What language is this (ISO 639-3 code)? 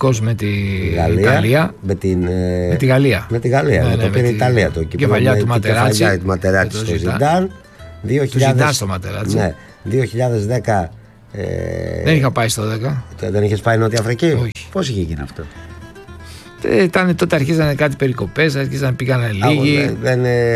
ell